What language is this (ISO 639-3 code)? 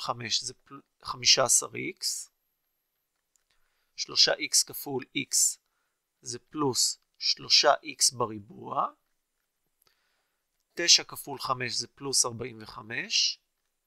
heb